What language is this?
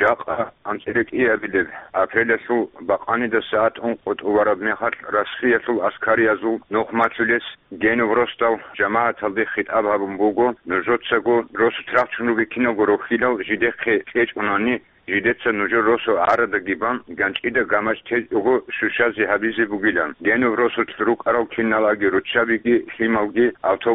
Avaric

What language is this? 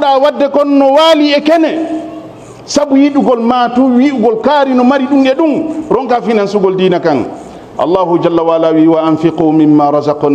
Fula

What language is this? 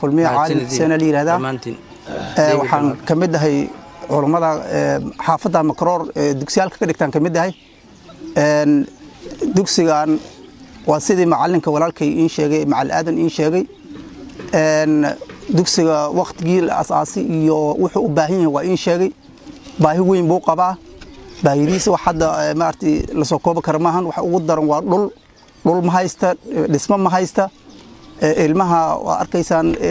Somali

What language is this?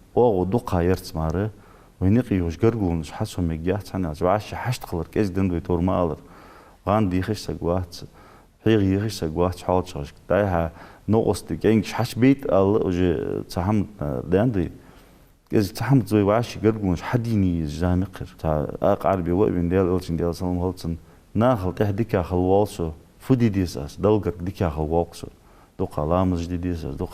Ingush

